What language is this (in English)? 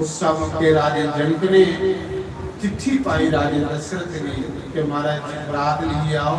Dogri